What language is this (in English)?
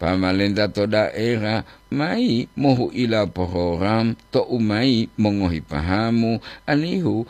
Gorontalo